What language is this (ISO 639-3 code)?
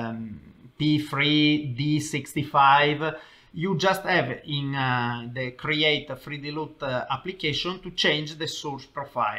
eng